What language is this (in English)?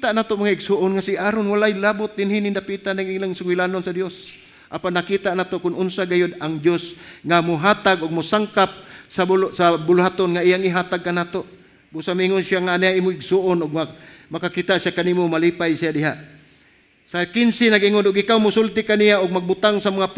Cebuano